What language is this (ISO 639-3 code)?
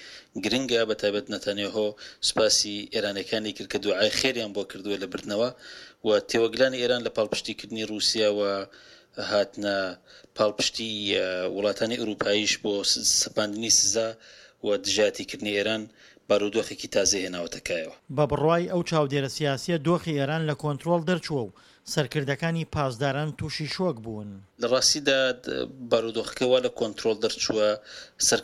ckb